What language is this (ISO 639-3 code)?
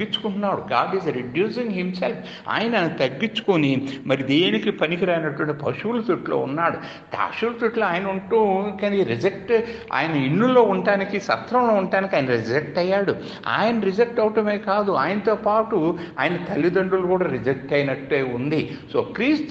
tel